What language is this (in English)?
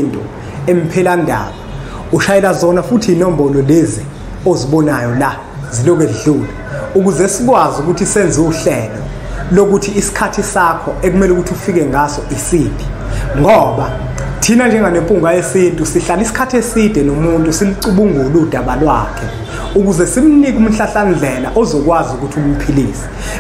Zulu